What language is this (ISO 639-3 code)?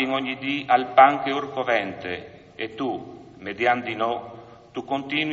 fur